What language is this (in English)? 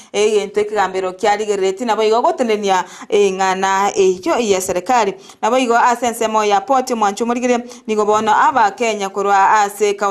Gusii